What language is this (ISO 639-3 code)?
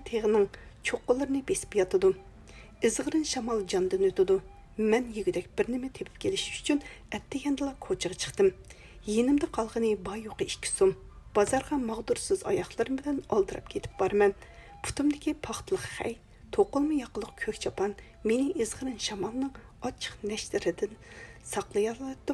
uig